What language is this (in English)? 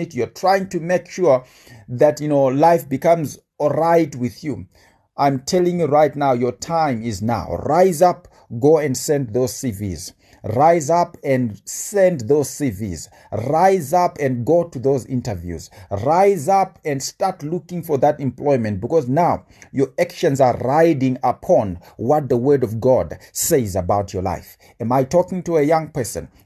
English